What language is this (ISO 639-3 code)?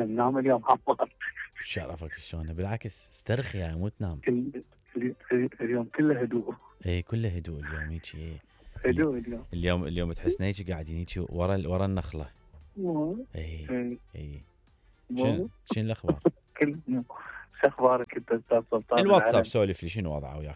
acm